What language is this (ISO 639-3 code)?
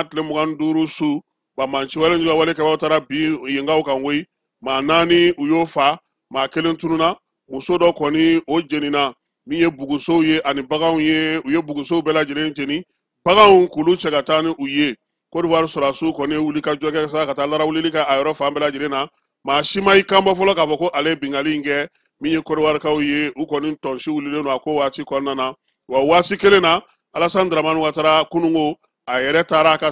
bam